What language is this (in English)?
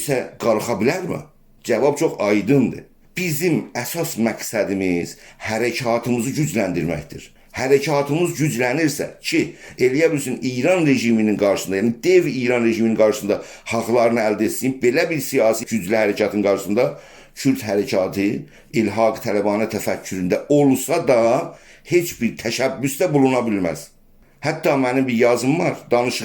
South Azerbaijani